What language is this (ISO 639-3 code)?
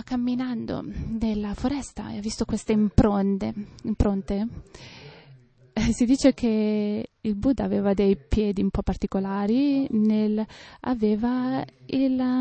ita